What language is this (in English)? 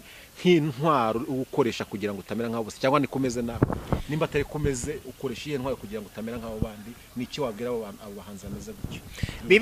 Kinyarwanda